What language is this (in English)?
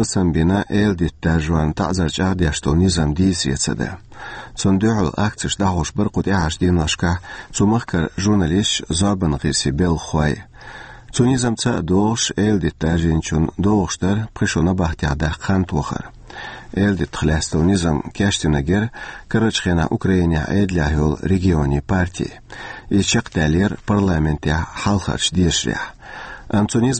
Chechen